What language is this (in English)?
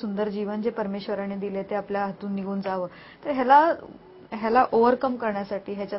Marathi